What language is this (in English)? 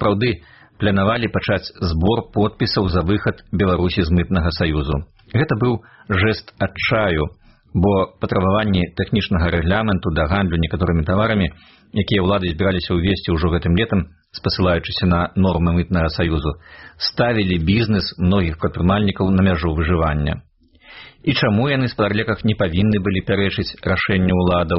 Belarusian